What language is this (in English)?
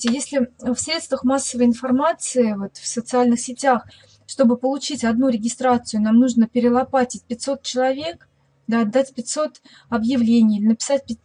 Russian